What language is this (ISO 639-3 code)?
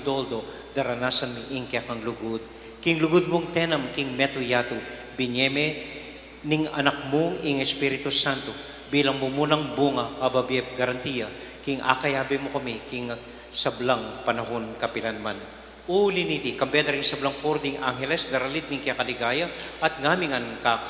pam